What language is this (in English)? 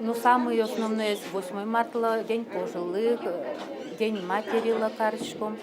Udmurt